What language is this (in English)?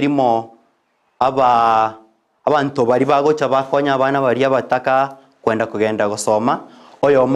Gusii